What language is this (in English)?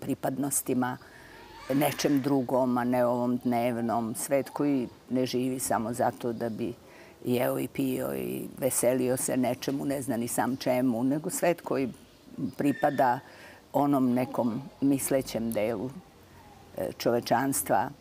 Serbian